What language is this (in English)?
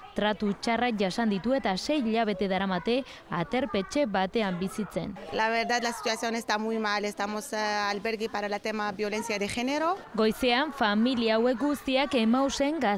Basque